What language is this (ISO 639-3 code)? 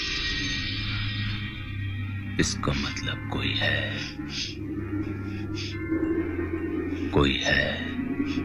hin